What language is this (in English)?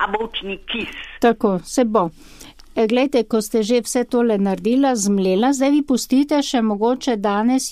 Slovenian